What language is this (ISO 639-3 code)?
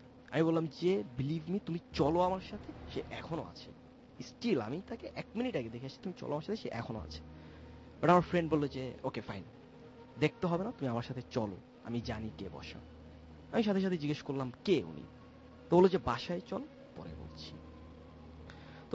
ben